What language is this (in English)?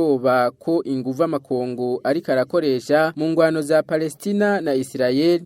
Rundi